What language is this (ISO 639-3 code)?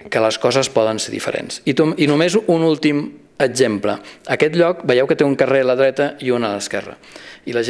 cat